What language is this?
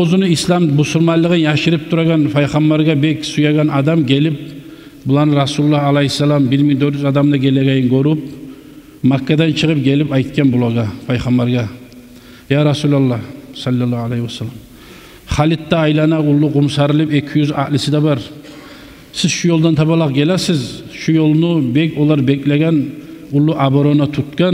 Kumyk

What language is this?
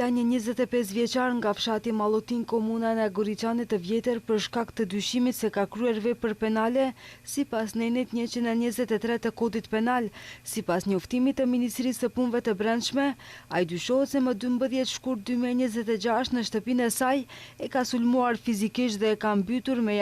Albanian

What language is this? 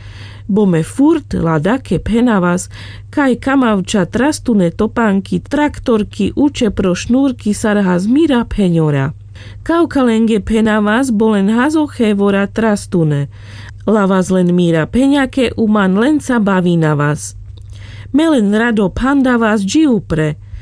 Carpathian Romani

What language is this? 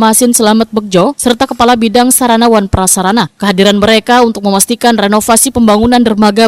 Banjar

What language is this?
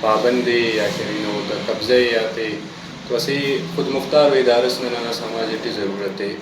Brahui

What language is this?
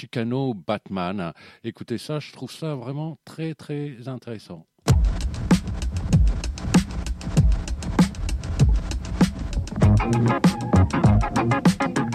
French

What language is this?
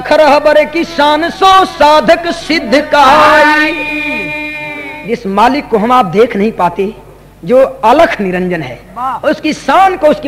Bhojpuri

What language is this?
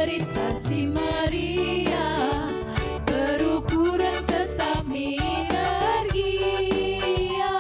Batak Karo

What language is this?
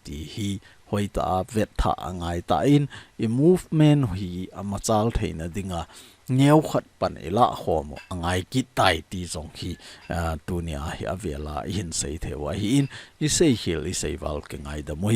Thado Chin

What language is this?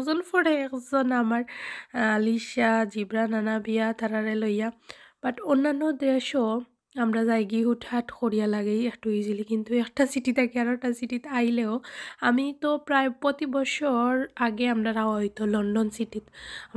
Sylheti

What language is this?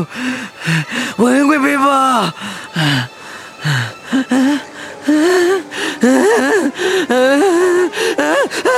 Burmese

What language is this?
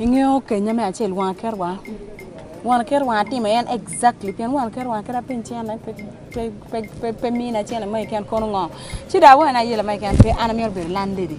Acoli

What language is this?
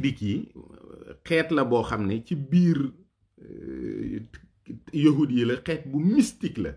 Wolof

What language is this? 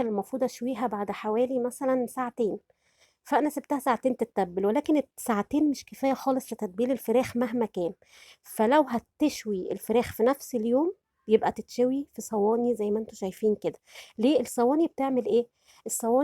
Egyptian Arabic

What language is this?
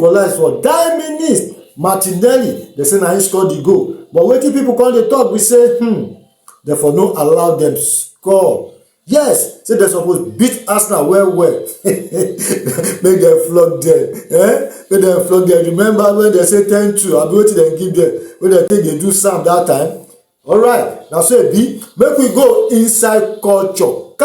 Nigerian Pidgin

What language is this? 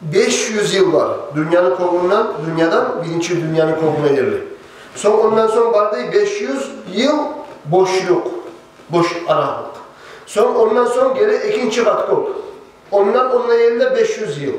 Kumyk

